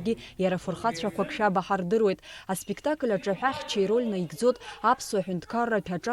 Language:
Abkhazian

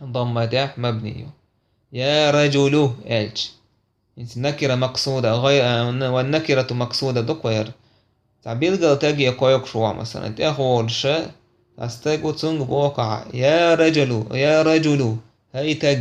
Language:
Chechen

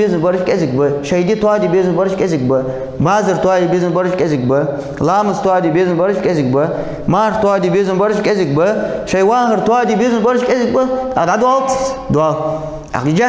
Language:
Ingush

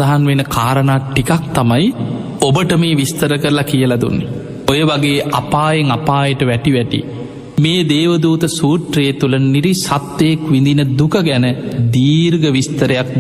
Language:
Sinhala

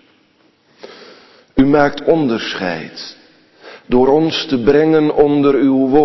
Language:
Dutch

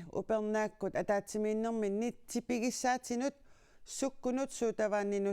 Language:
Kalaallisut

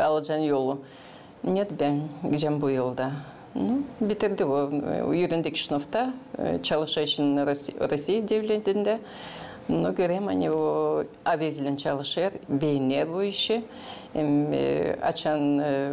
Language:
Gagauz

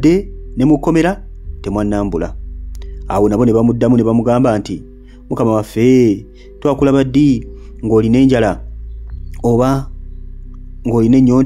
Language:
Ganda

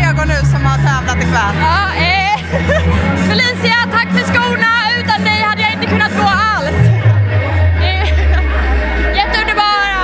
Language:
Swedish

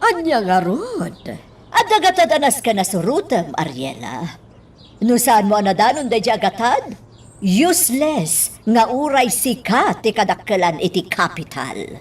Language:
Iloko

